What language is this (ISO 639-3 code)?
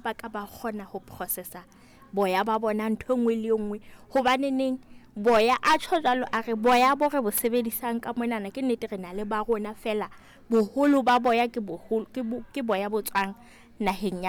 sot